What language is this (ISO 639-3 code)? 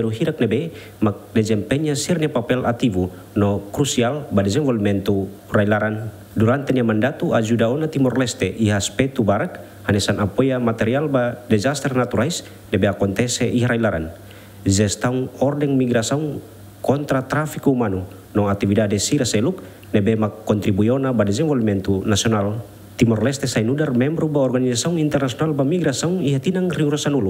tet